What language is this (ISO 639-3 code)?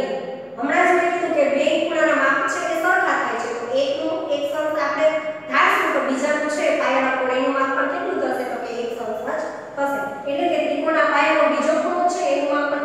guj